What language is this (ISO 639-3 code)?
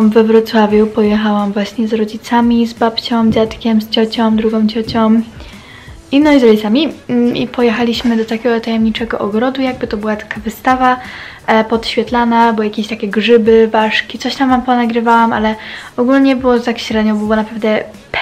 pol